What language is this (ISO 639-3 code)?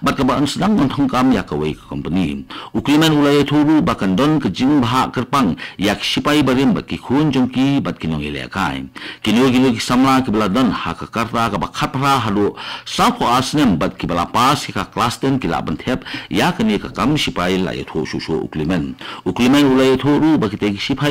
kha